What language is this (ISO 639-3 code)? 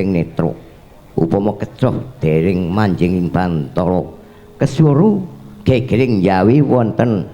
jav